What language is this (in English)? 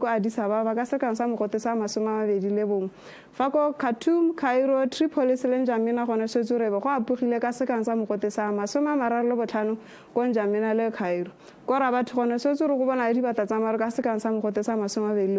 Tswana